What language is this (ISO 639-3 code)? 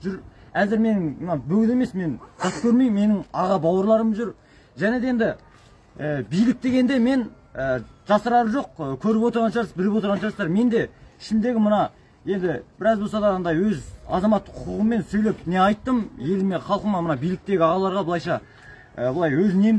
kaz